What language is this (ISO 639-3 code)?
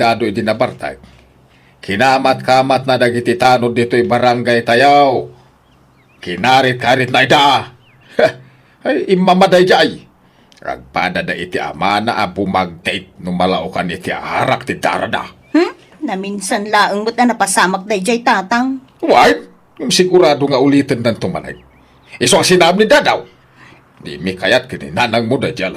ilo